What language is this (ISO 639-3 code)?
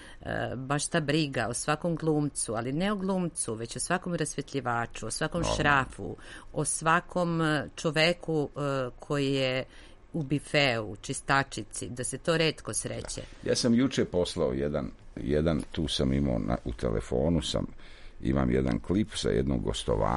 srp